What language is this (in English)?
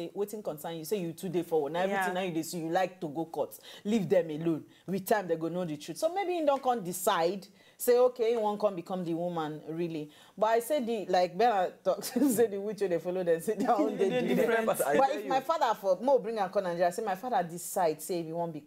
Nigerian Pidgin